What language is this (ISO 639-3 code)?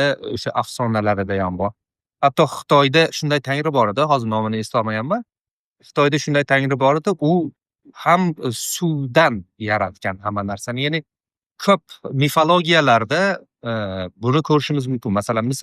uzb